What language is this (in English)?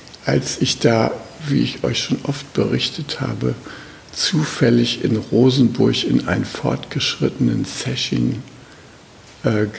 German